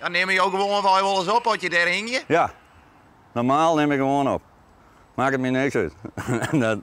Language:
Western Frisian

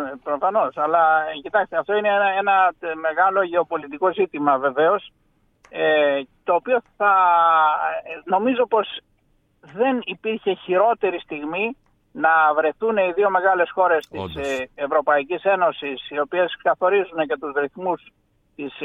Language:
Greek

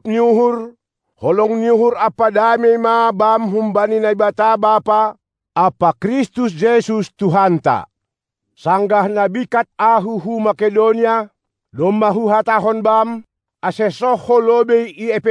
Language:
Batak Simalungun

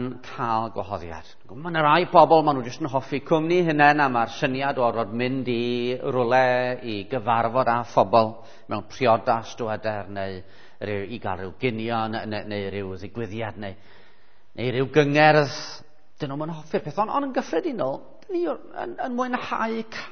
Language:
Welsh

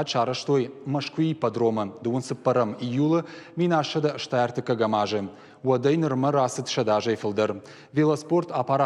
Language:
Ossetic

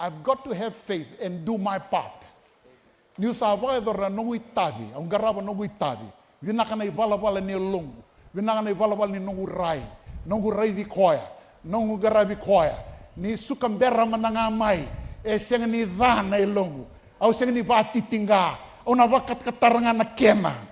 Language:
Fijian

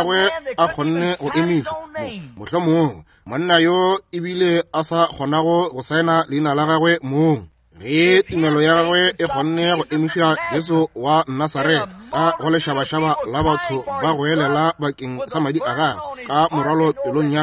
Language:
Northern Sotho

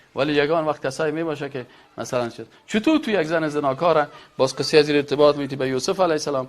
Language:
Persian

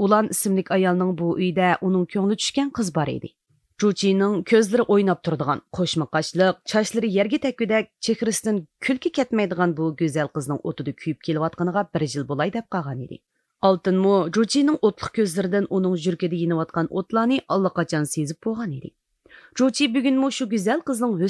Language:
Uyghur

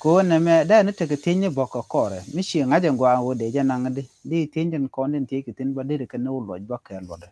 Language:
Nuer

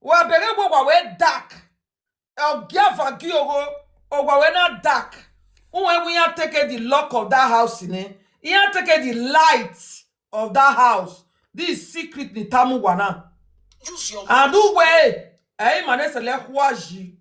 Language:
Nigerian Pidgin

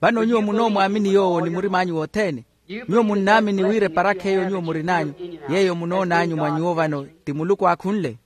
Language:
Makhuwa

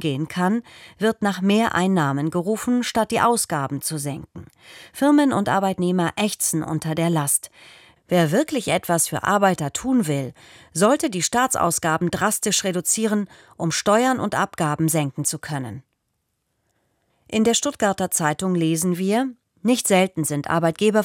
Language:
German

